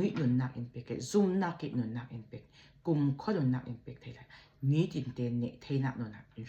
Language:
Falam Chin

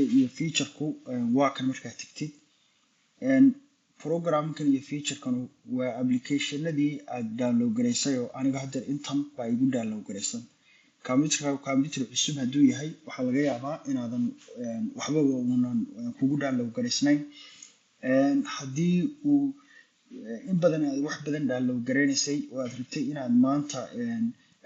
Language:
Somali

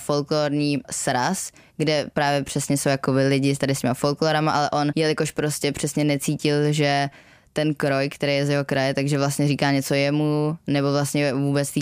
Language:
Czech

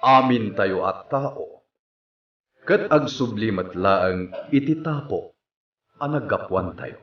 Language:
Iloko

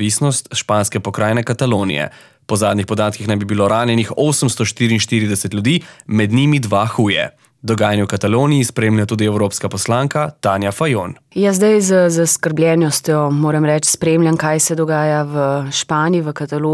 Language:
Slovenian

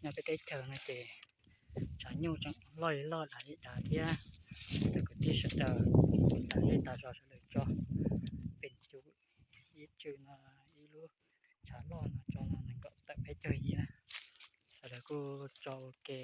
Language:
Hmong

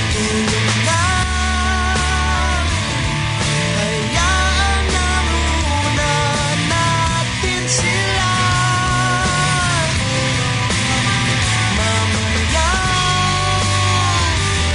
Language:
Filipino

